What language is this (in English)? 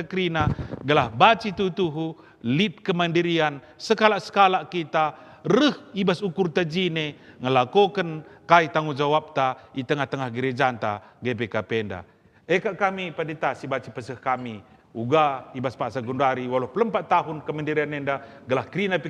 Batak Karo